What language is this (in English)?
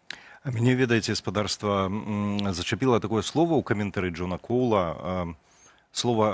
Belarusian